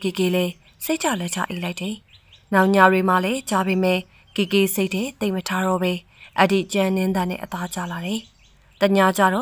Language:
Burmese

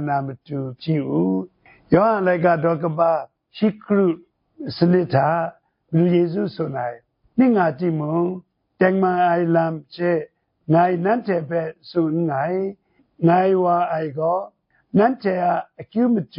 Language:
Kachin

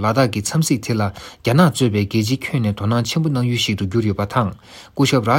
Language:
Tibetan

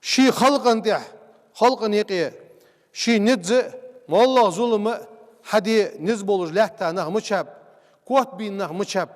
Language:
Ingush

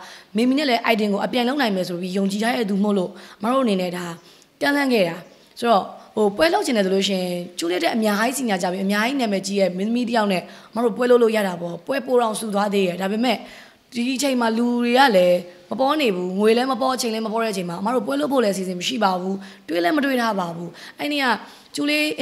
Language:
Burmese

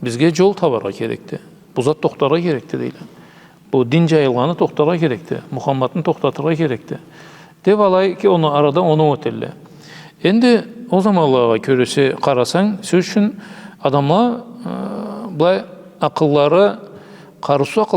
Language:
Karachay-Balkar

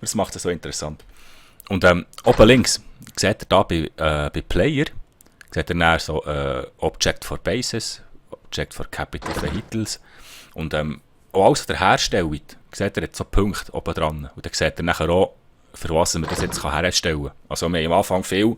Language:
Swiss German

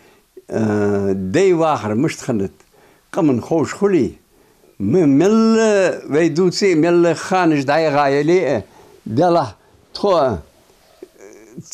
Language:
Ingush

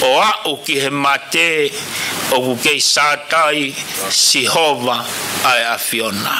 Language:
Tongan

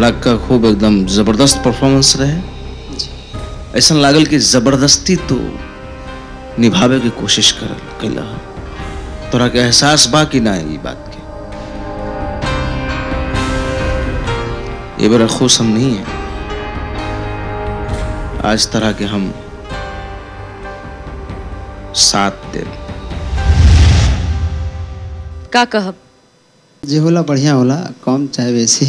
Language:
Bhojpuri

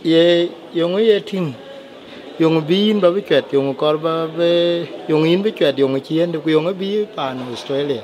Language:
Dinka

